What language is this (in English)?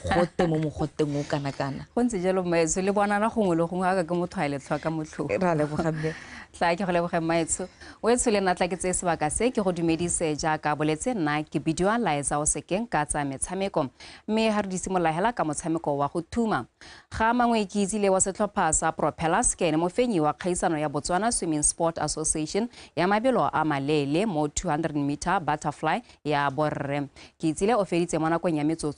Tswana